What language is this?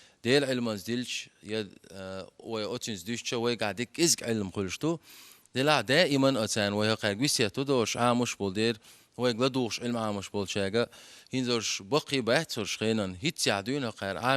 Chechen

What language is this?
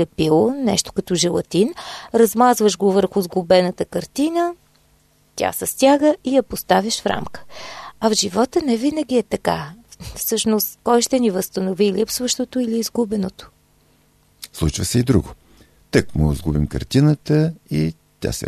Bulgarian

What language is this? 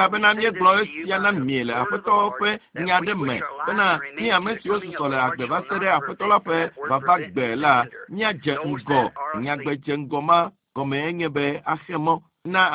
Ewe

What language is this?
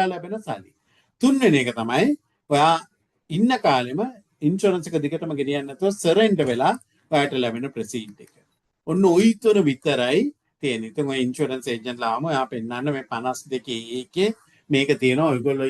Sinhala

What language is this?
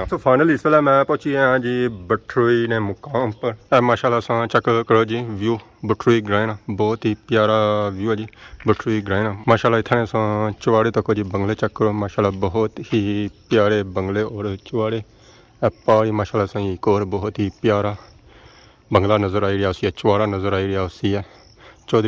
Pahari-Potwari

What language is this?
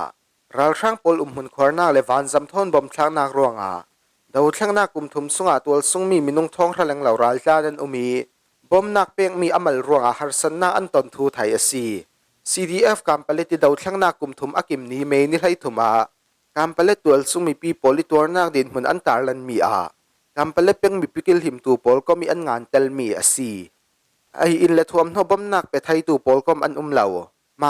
Falam Chin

